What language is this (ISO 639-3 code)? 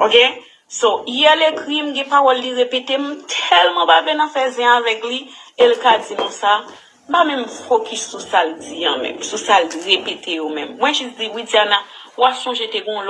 hat